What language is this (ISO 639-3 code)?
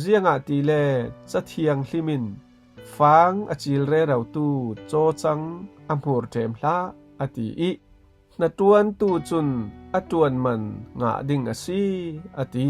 cfm